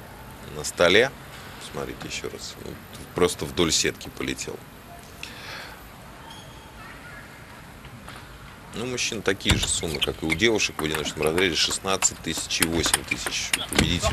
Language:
Russian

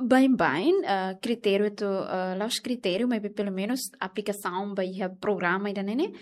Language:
Tetum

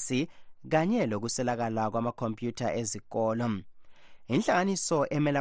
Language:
North Ndebele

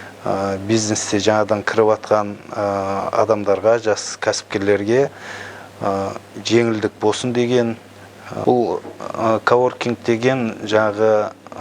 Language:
Kazakh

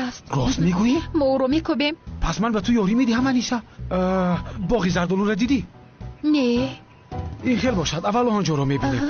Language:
Tajik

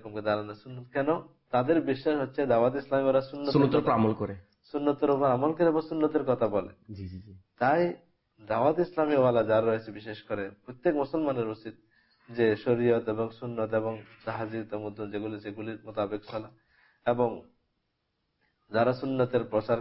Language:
Bangla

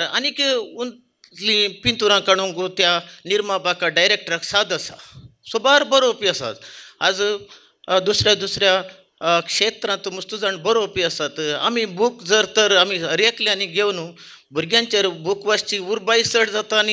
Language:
Konkani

